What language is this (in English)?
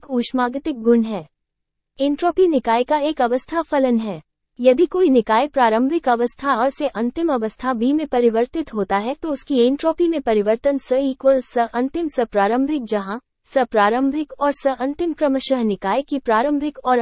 Hindi